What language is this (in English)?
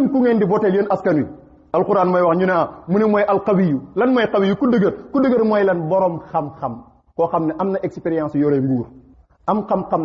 Wolof